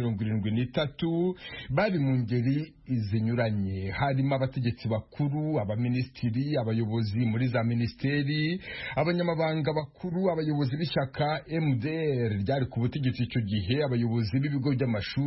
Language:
Kinyarwanda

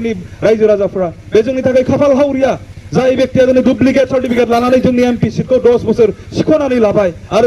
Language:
Bodo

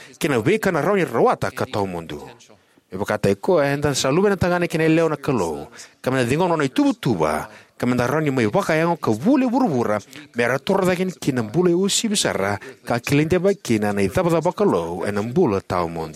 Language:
Fijian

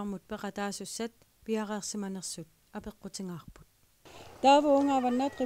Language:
Kalaallisut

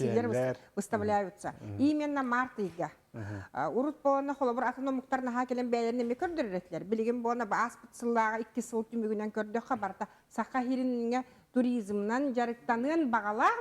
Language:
Yakut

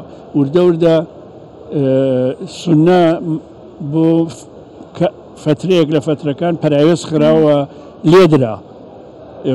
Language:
Central Kurdish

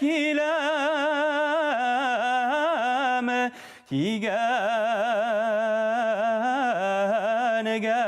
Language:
Bashkir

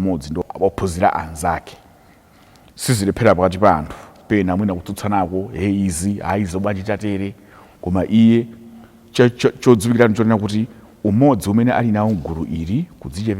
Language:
Nyanja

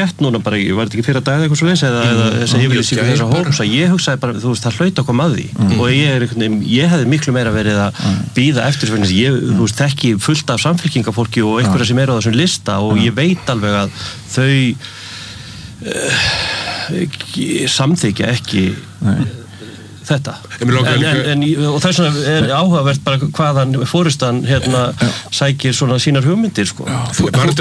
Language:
Icelandic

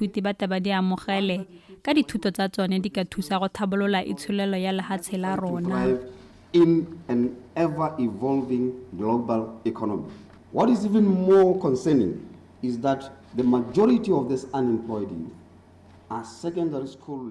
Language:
Tswana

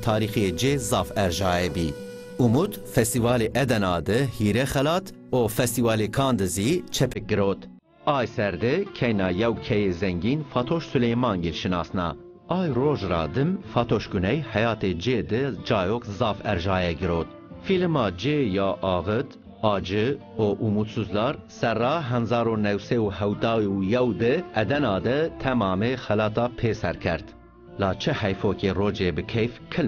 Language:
Zaza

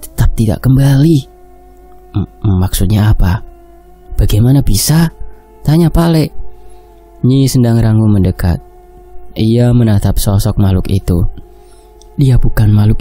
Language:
Indonesian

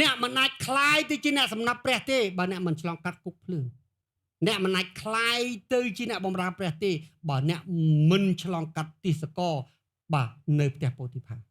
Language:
Khmer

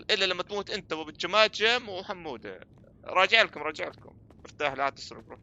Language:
North Levantine Arabic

